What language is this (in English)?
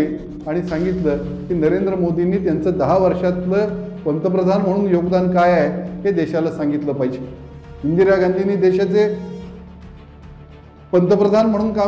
Marathi